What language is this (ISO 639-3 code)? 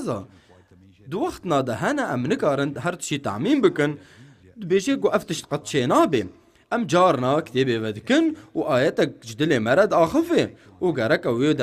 kur